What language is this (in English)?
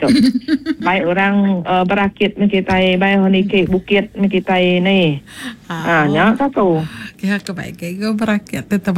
Iban